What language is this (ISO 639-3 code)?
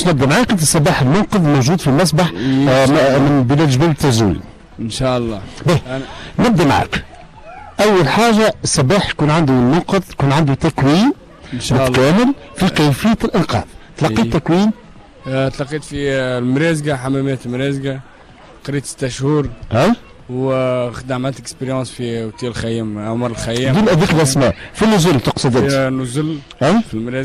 aeb